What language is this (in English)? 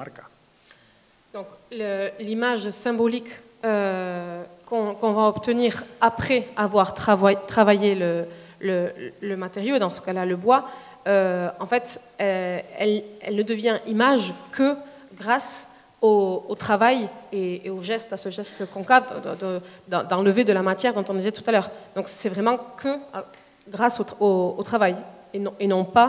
French